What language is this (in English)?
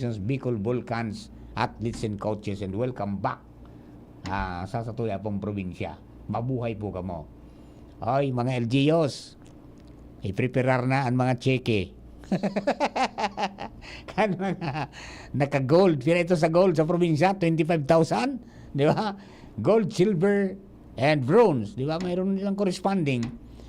Bikol